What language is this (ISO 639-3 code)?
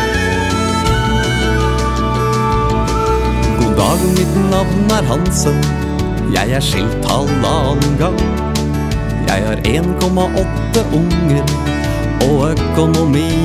nor